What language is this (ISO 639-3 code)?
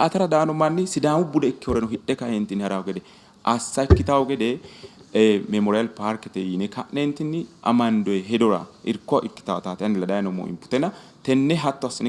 sid